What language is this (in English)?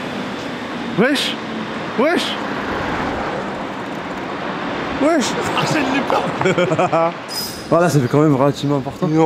French